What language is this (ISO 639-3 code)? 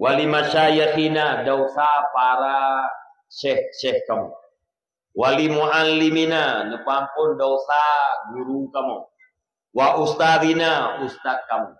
ace